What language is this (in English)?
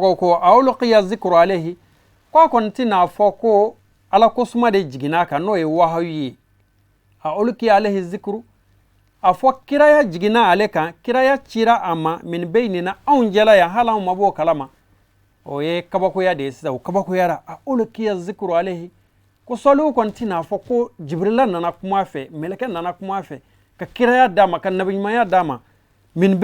Bambara